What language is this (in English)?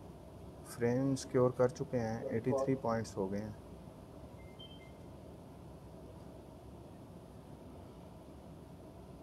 Hindi